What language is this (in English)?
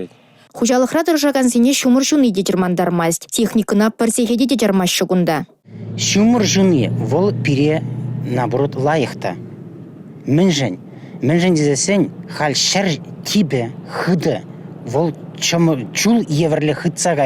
Chuvash